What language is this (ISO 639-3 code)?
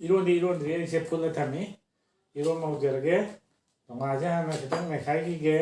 mni